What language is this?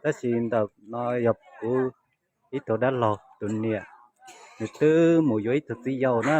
Hmong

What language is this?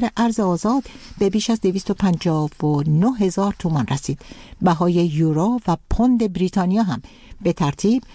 Persian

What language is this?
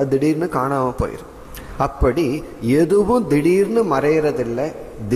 Tamil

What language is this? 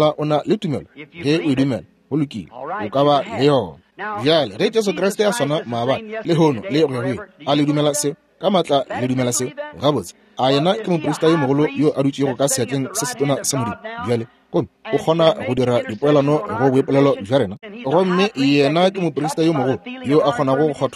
Northern Sotho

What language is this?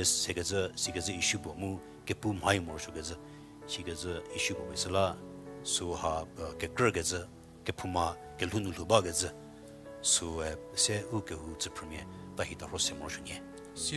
Angami Naga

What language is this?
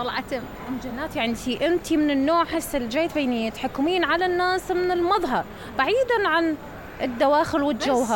Mesopotamian Arabic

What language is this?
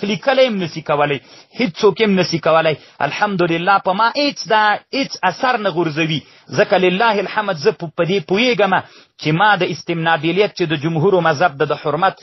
Pashto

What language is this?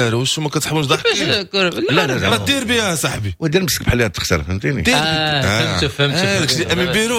Moroccan Arabic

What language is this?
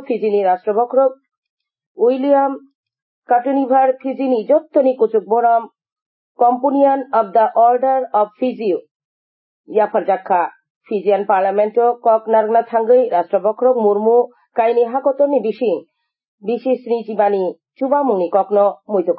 Kok Borok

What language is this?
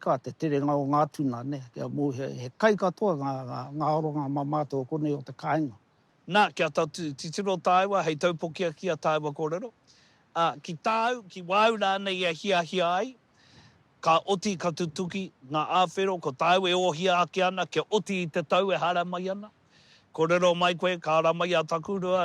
Māori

